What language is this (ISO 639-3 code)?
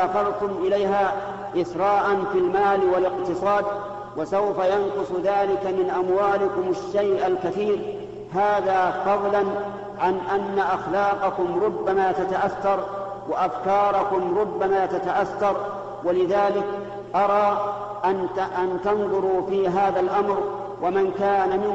ara